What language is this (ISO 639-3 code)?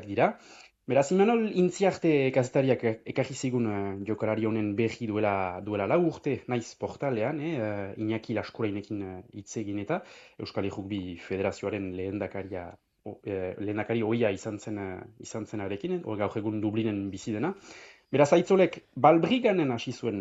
eus